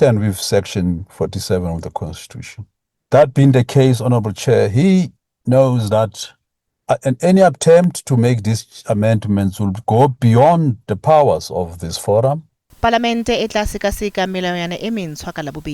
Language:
Tswana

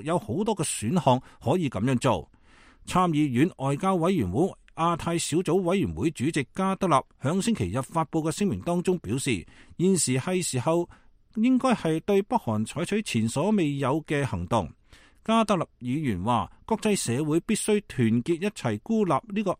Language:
Cantonese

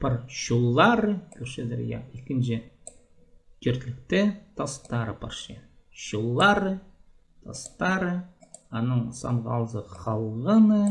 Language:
Khakas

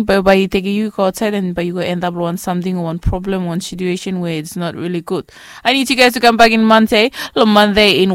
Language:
Bislama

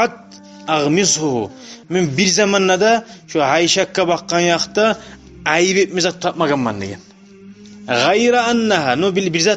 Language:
Kumyk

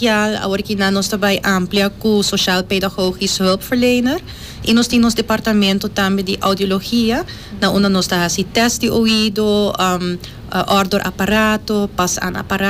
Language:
Papiamento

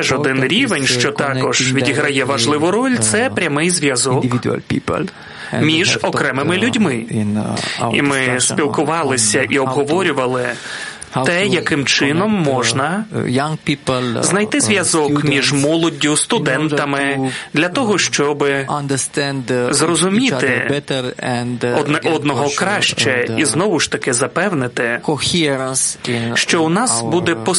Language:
Ukrainian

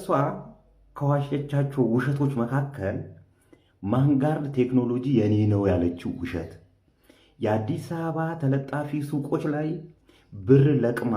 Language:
Amharic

